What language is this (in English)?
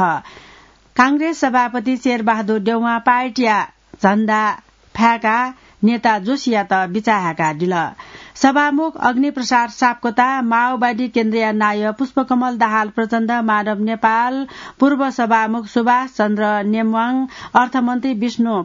Newari